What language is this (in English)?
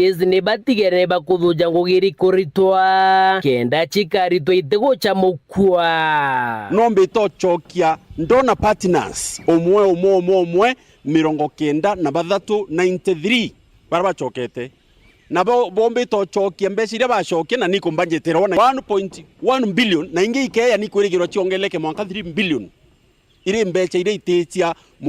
Meru